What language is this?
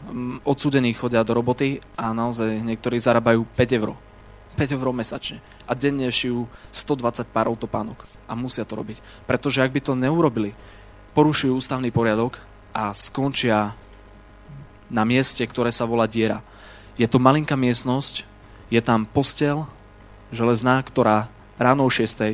Slovak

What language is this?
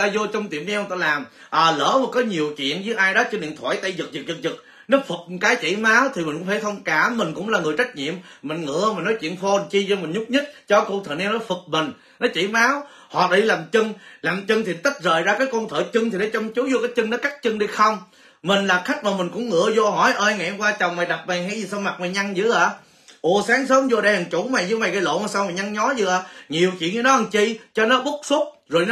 Vietnamese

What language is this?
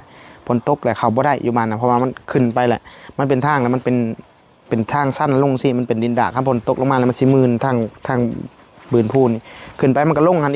Northeastern Thai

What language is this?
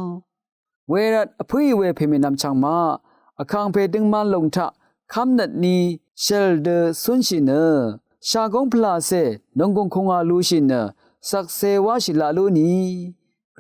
Rawang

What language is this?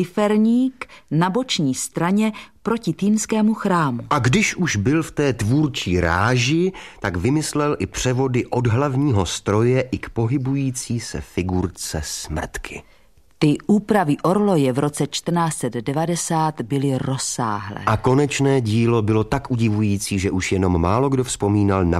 Czech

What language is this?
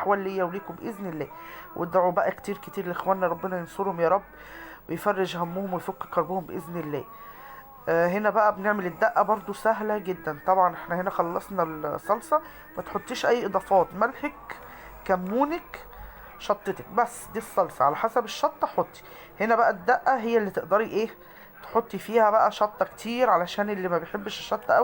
Egyptian Arabic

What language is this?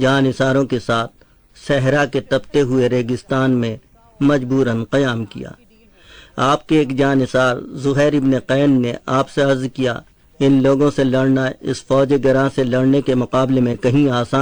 Urdu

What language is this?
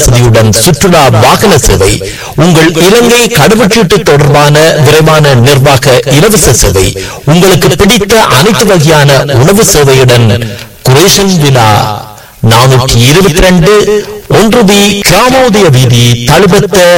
Tamil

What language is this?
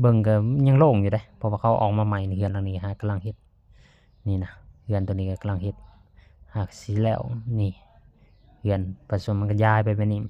Lao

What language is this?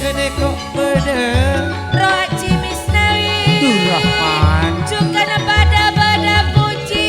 Madurese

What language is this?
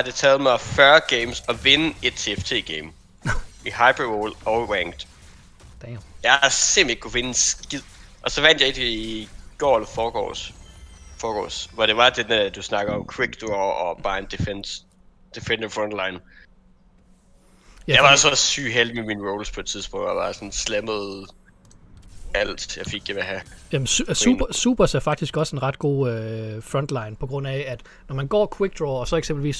Danish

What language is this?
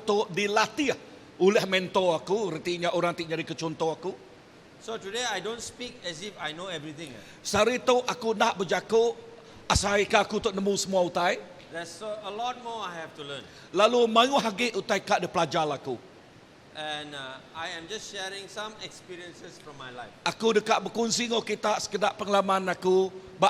Iban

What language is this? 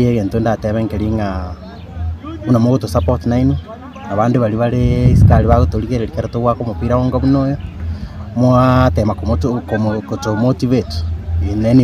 Gusii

